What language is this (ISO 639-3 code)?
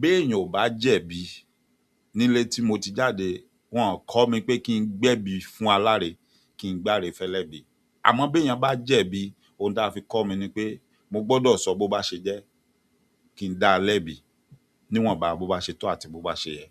yor